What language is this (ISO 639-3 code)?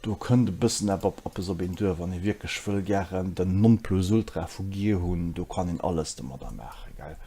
ltz